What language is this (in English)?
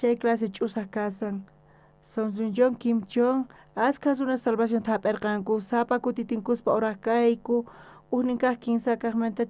South Bolivian Quechua